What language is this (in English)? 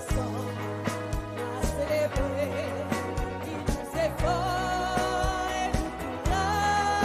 Seselwa Creole French